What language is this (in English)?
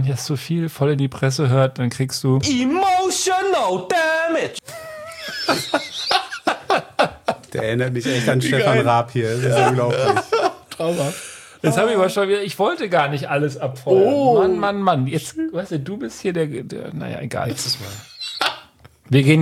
German